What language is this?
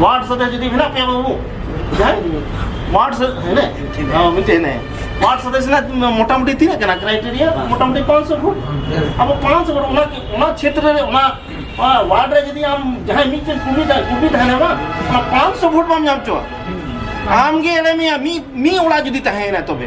Santali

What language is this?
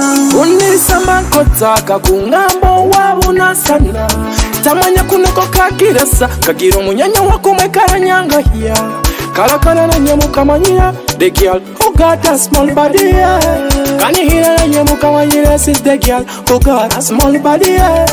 Nyoro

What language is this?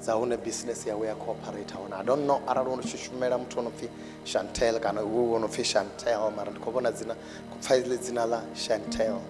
Venda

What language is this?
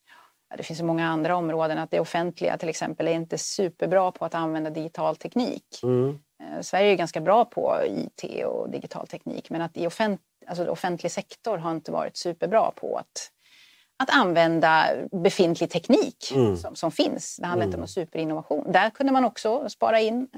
Swedish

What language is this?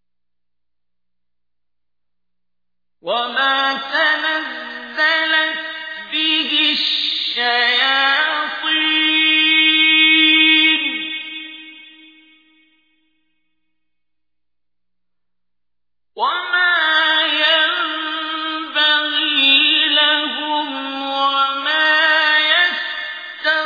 Arabic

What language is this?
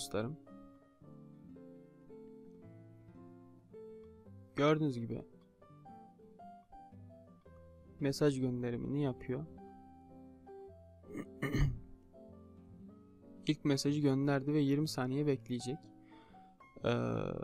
Turkish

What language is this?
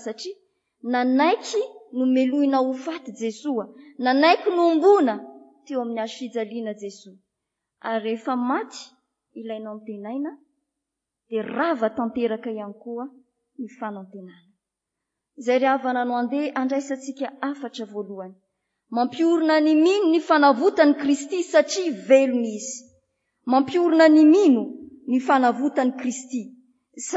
Malagasy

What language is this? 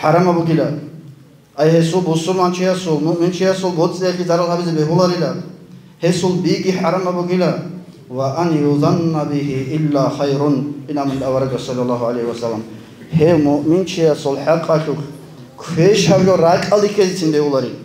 Avaric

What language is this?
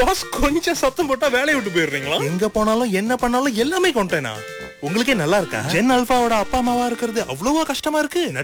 Tamil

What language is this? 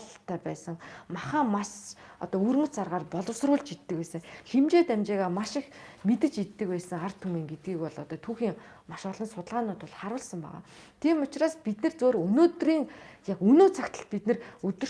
Mongolian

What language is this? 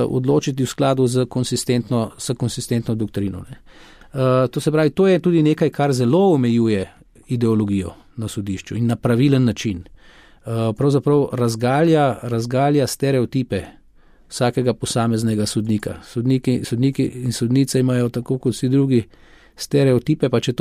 Slovenian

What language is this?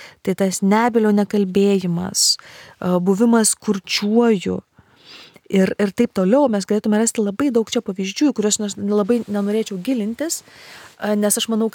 Lithuanian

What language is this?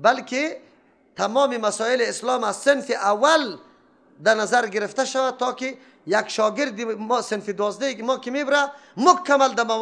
Persian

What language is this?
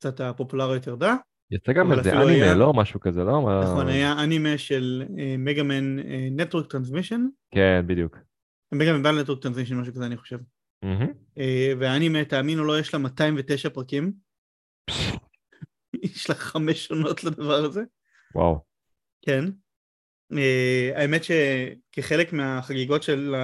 Hebrew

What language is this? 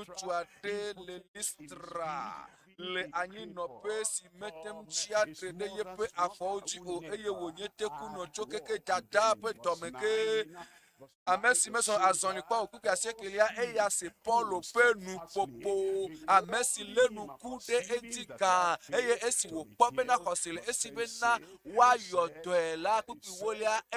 Ewe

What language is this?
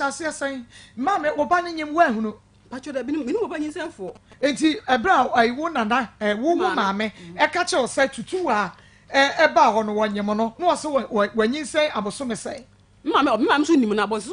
Akan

